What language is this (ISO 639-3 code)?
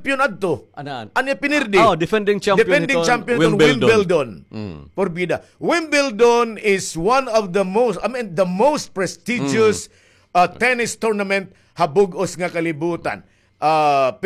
war